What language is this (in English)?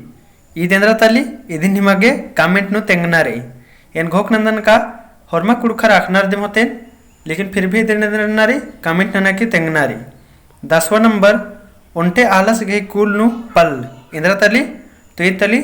Kurukh